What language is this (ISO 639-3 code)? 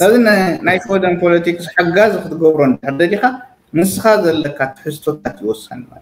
tir